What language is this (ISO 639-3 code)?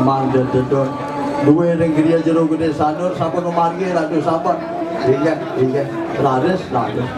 ban